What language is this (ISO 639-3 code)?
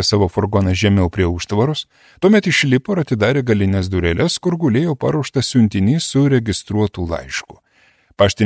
lit